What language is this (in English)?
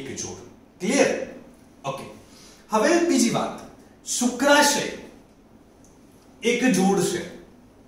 Gujarati